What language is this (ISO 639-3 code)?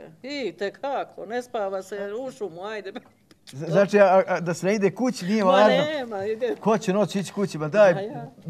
srp